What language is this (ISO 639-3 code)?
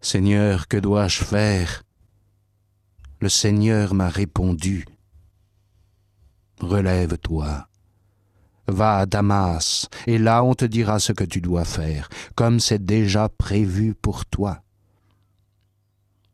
fra